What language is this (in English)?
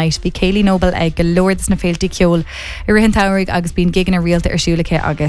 Irish